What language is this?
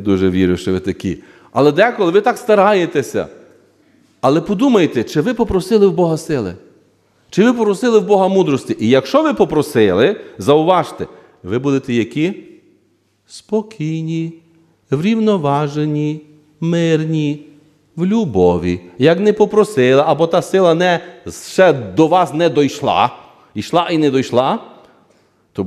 Ukrainian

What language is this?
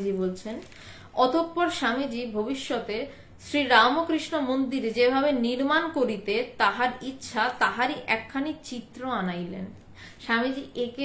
Bangla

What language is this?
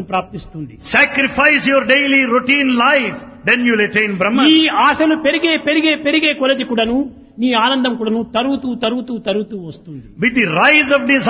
Telugu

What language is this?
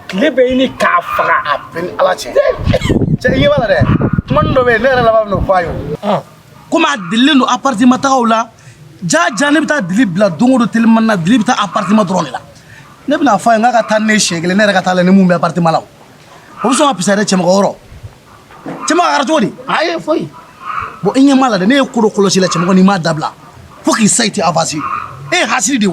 Bambara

